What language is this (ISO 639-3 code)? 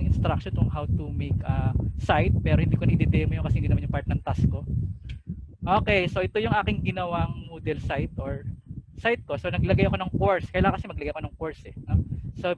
fil